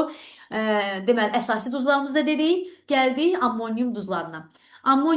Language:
Azerbaijani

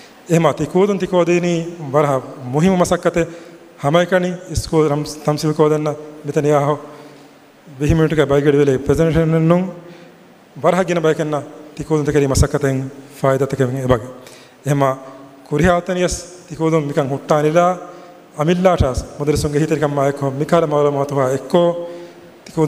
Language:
Divehi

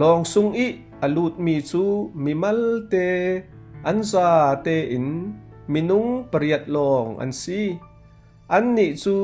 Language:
Falam Chin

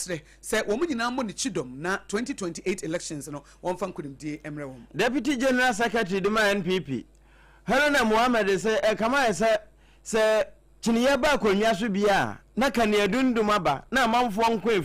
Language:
Akan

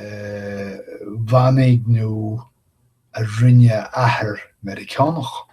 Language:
Irish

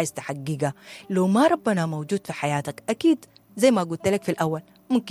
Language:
Sudanese Arabic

